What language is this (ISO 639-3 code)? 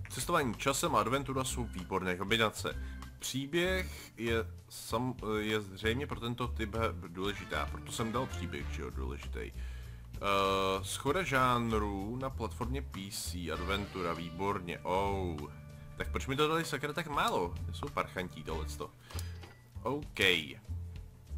ces